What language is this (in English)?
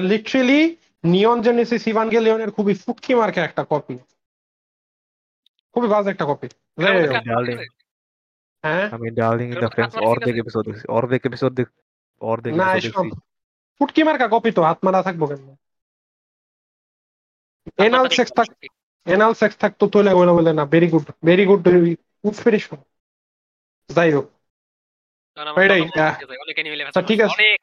Bangla